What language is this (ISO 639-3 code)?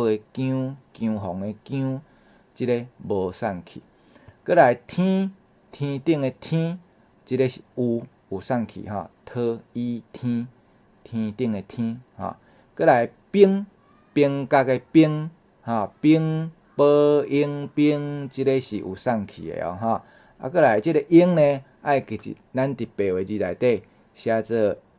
nan